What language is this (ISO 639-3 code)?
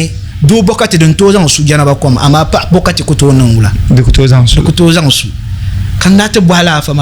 dag